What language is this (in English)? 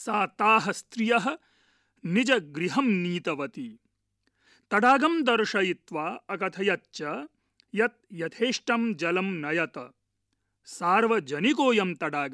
Sanskrit